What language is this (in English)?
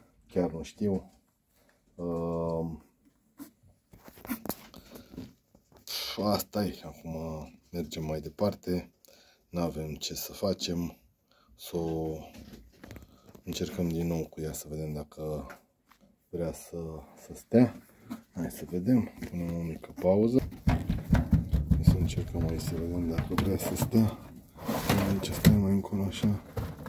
Romanian